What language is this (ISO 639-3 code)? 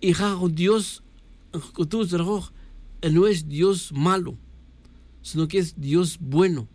tzj